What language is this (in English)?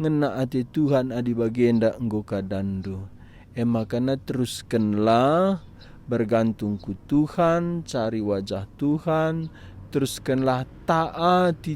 Batak Karo